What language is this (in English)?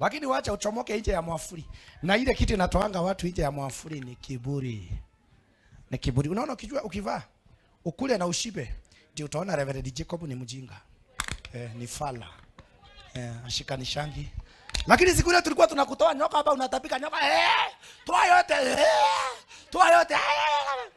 Swahili